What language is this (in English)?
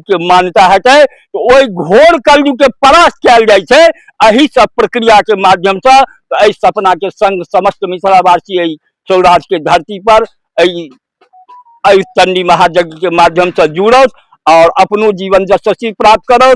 Maithili